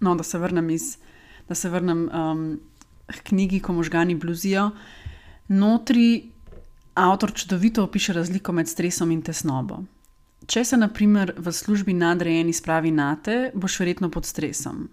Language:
Slovenian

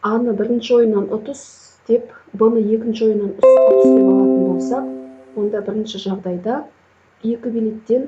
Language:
Kazakh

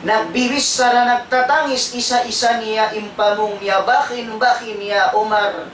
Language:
Tausug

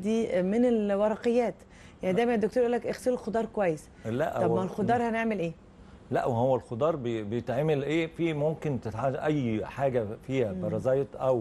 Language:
Egyptian Arabic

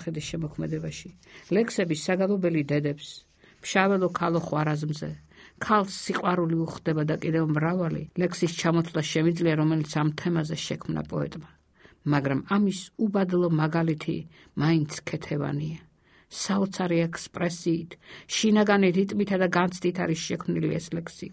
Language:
Georgian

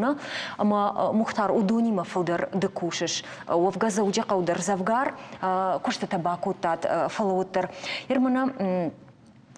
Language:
Ossetic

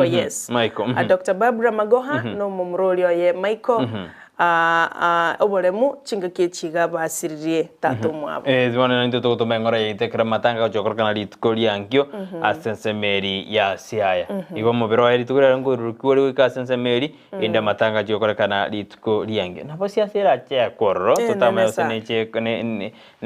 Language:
Gusii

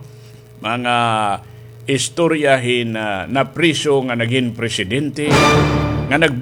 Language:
Waray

